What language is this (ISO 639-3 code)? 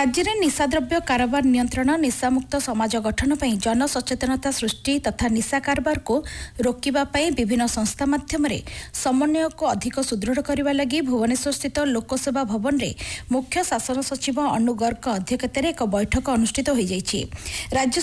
ori